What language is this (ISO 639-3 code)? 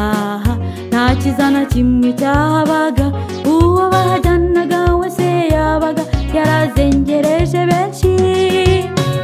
kin